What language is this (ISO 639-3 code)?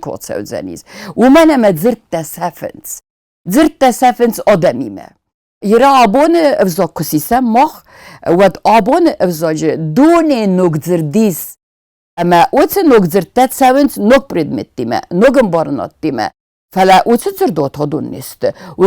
oss